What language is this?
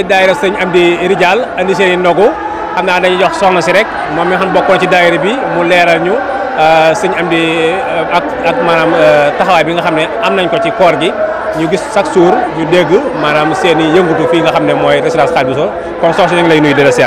Wolof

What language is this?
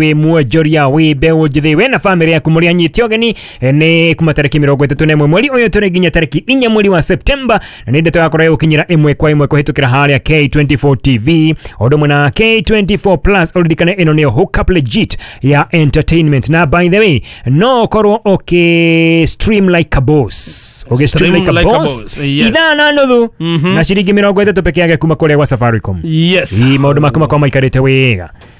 Kikuyu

